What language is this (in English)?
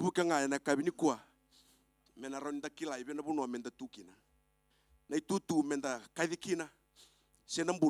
Fijian